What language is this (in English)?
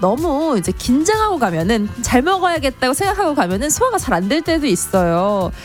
Korean